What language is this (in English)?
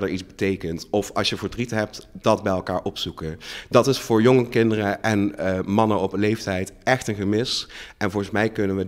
Dutch